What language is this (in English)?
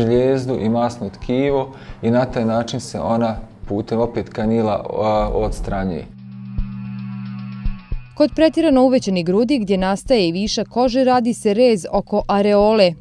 Bosnian